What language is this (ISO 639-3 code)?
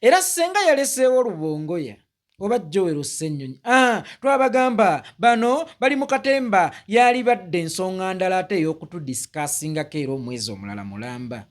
lug